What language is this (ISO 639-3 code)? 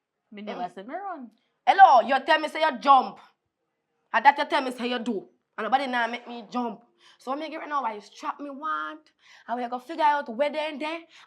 jam